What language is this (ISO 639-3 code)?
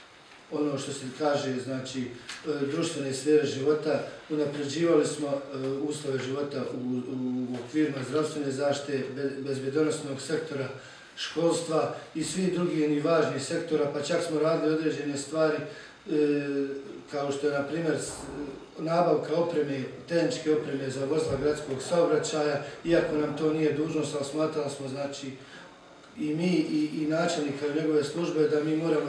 bos